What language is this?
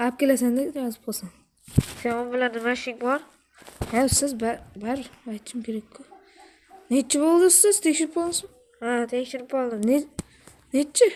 Uzbek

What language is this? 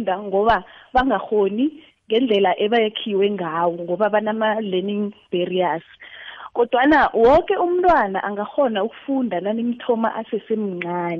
South Ndebele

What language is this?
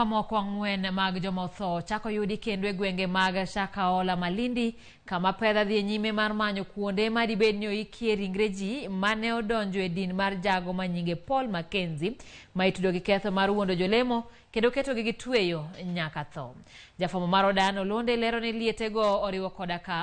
Luo (Kenya and Tanzania)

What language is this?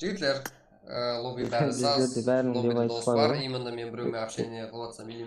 Kara-Kalpak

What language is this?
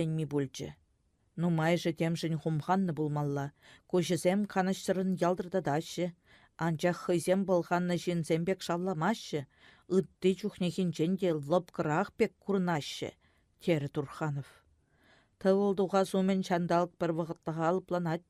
Chuvash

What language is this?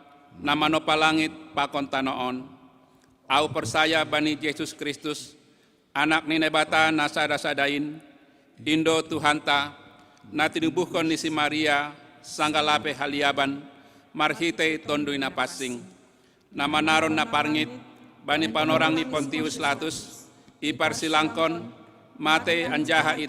Batak Simalungun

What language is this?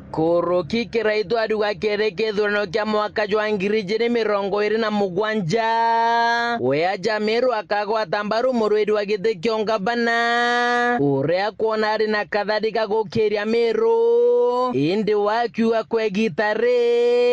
Meru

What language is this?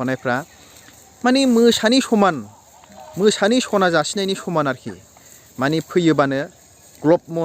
Bodo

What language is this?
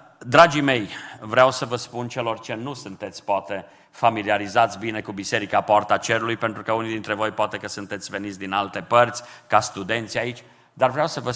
Romanian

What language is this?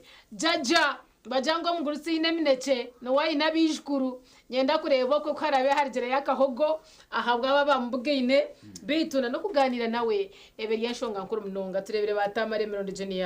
Nyankole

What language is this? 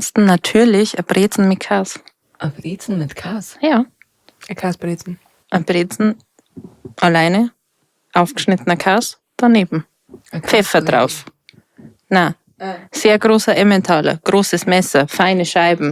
Bavarian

